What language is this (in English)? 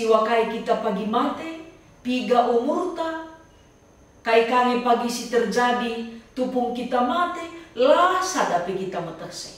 Batak Karo